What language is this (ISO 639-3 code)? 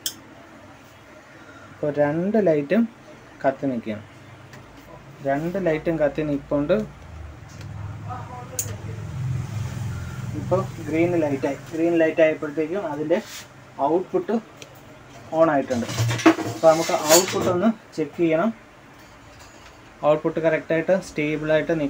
mal